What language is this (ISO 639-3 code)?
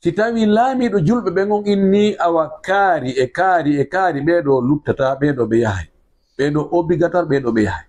ful